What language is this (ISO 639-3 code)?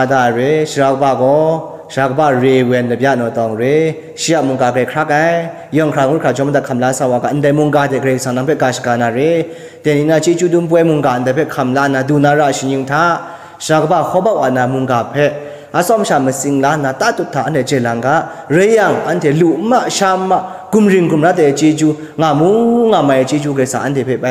kac